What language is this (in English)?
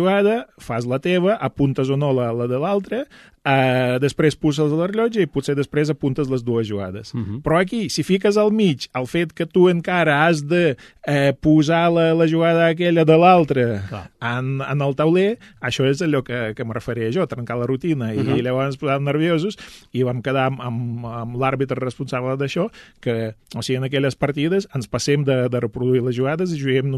Catalan